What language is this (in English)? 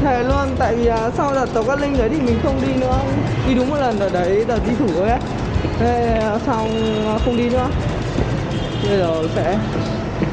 Vietnamese